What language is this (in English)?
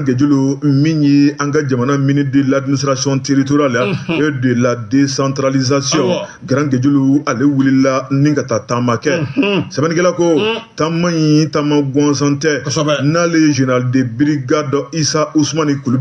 Bambara